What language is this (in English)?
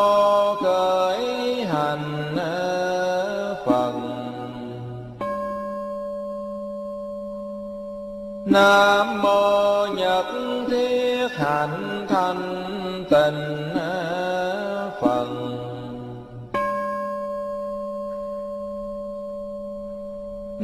Vietnamese